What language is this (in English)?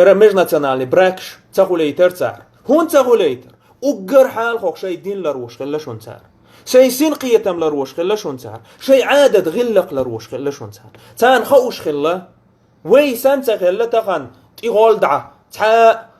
Chechen